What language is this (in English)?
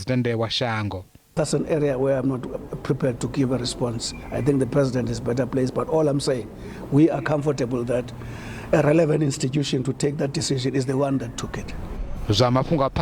Venda